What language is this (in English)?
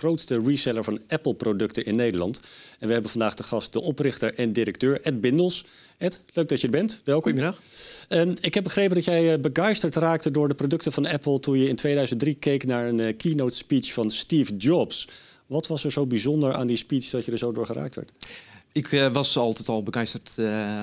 Dutch